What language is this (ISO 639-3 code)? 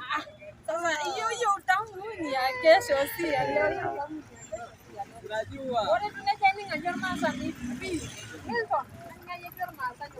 mas